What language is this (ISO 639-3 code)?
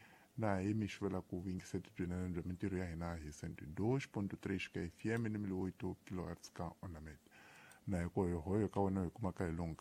tso